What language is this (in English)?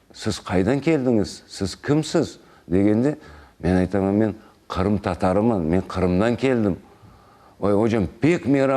Crimean Tatar